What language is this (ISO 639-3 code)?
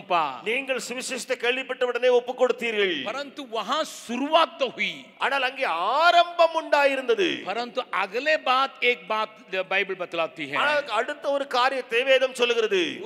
tam